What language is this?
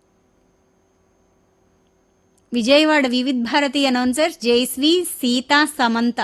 Telugu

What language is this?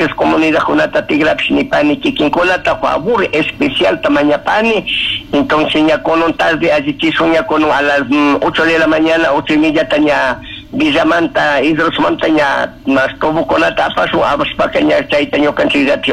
Chimborazo Highland Quichua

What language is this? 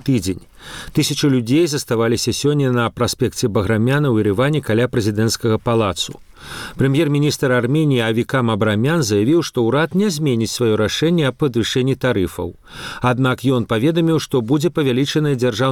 Belarusian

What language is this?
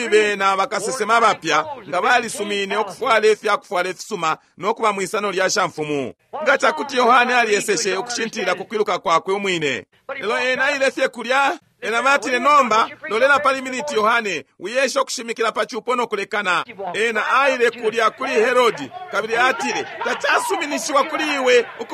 Bemba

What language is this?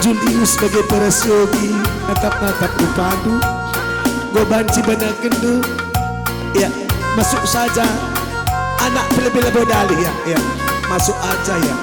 Batak Karo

